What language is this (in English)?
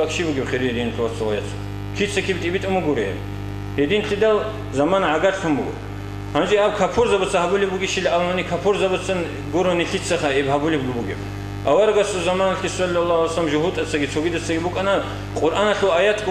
Avaric